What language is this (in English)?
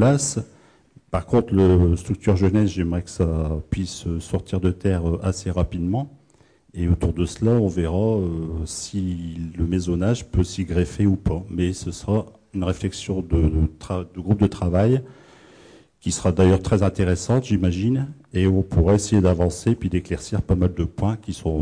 French